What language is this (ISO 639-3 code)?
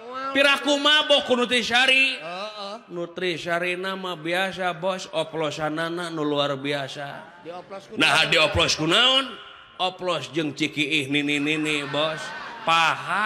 sun